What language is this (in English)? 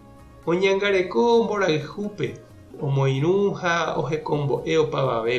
Guarani